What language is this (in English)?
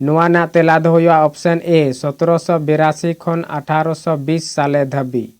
Santali